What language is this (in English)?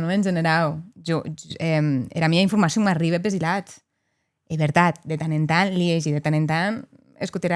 Occitan